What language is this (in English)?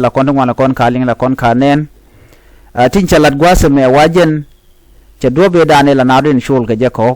Nuer